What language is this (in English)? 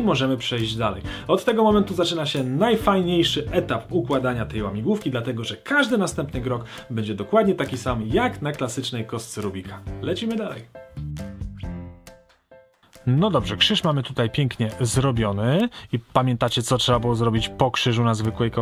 Polish